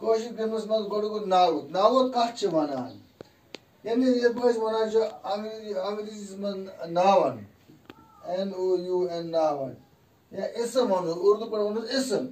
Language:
Kashmiri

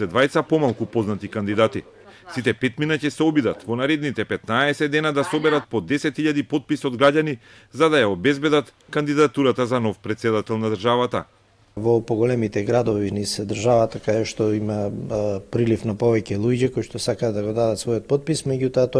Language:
Macedonian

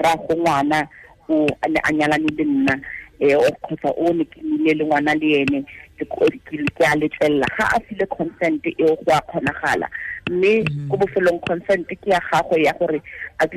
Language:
Tswana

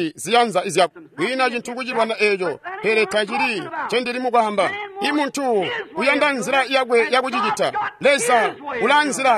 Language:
Tonga (Zambia)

